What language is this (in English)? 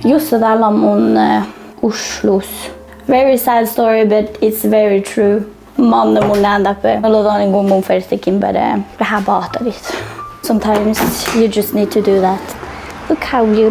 Northern Sami